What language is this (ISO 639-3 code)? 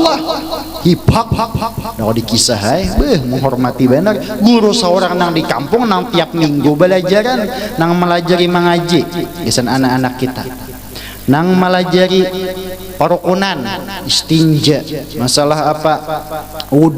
bjn